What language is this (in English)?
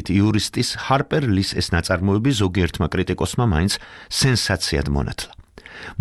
Georgian